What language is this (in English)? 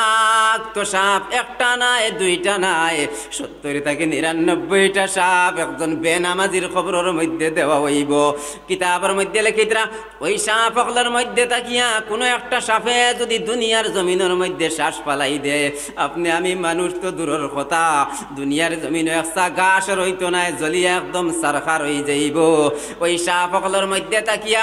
Sylheti